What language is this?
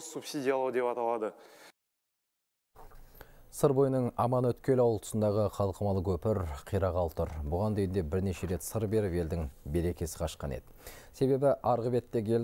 Kazakh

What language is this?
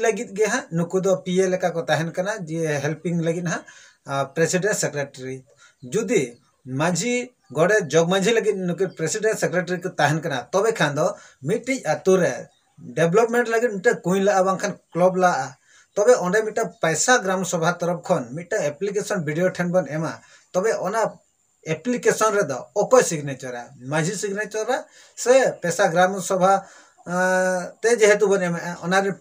Santali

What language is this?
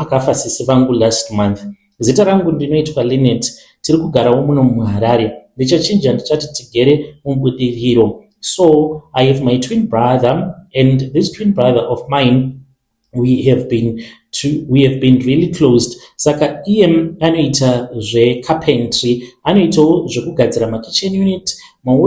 Shona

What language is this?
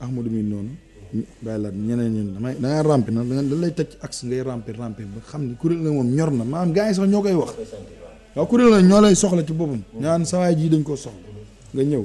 Wolof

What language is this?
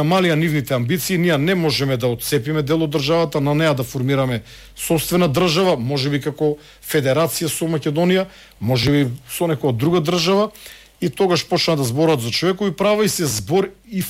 Macedonian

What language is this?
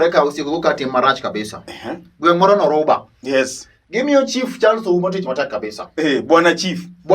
Luo (Kenya and Tanzania)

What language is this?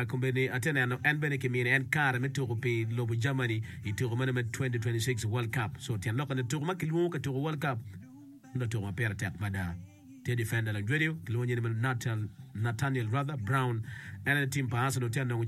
Acoli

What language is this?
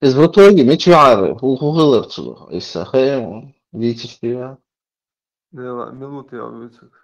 Chechen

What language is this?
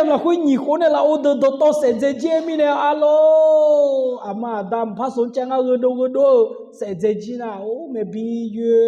Akha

